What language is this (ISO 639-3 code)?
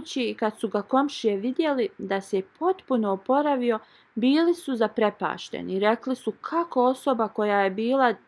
bos